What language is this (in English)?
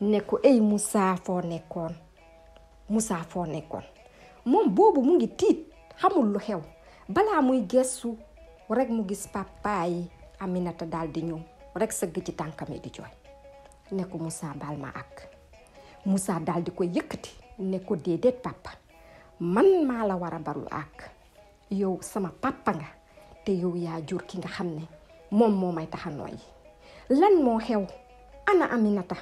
Wolof